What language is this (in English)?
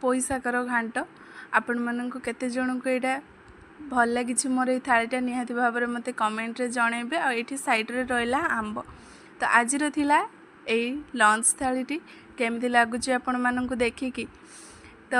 Odia